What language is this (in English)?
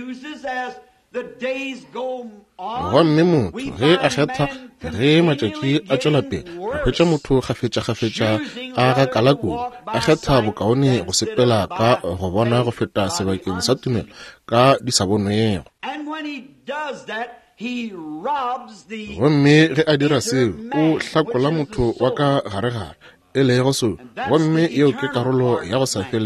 Northern Sotho